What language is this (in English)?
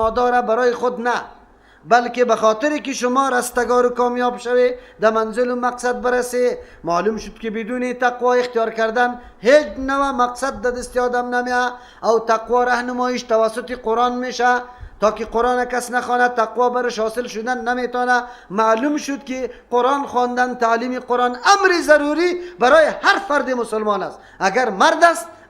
Persian